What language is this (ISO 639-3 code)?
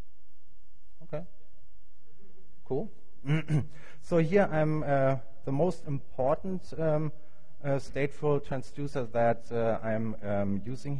eng